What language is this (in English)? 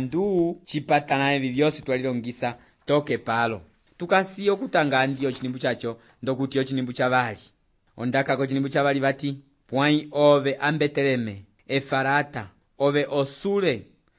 Umbundu